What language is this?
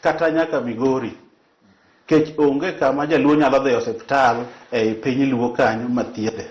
Luo (Kenya and Tanzania)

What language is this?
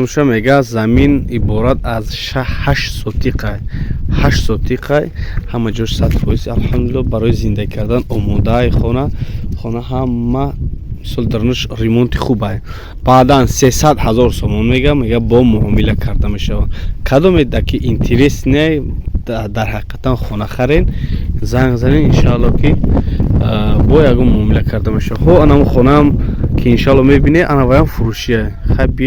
Tajik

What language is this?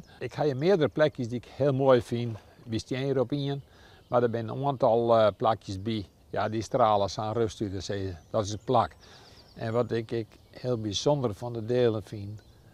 Western Frisian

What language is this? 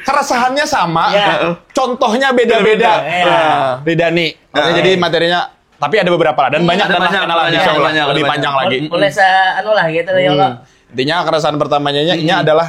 Banjar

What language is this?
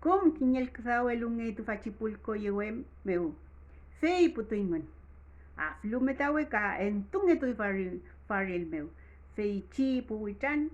Mapuche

